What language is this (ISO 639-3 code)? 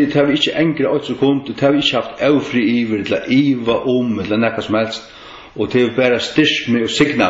fao